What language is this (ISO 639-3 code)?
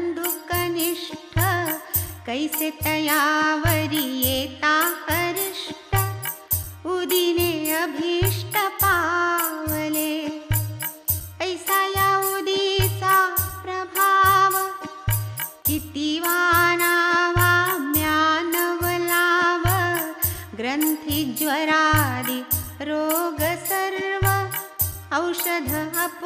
mar